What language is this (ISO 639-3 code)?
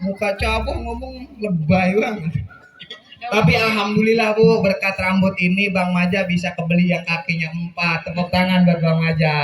bew